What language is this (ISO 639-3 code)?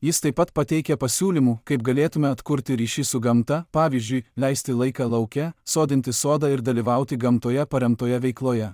lit